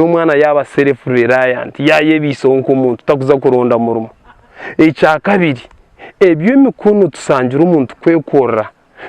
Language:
Nyankole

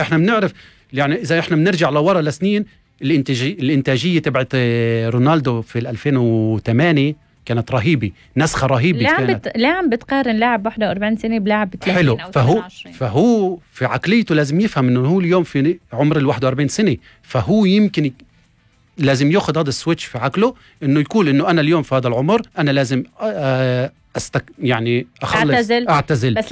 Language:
North Levantine Arabic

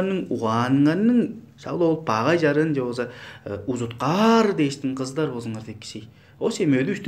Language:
Tuvinian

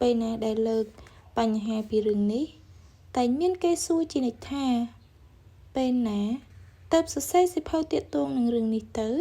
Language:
Khmer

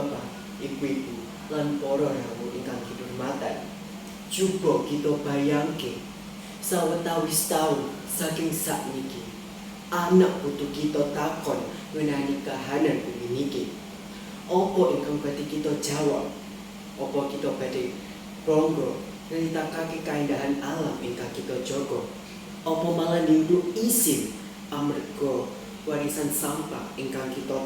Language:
Javanese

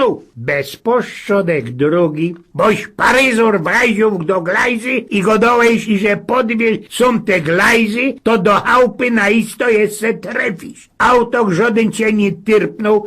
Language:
Silesian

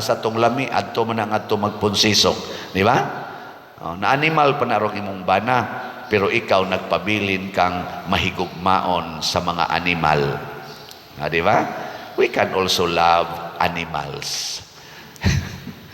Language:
Cebuano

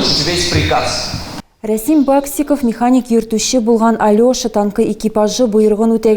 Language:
Tatar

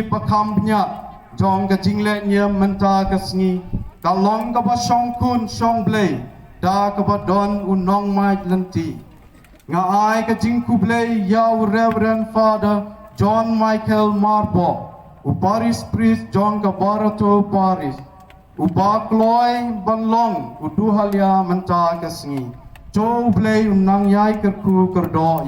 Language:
Khasi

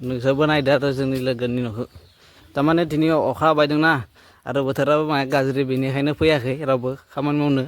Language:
Bodo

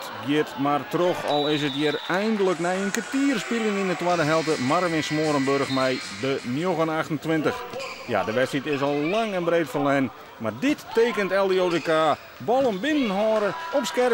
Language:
Western Frisian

